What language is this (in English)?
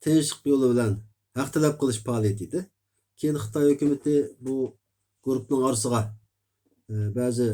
Uyghur